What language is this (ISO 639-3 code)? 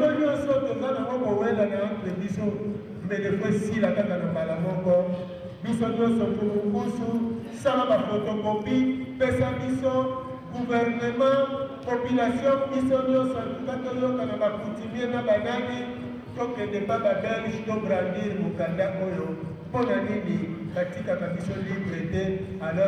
lin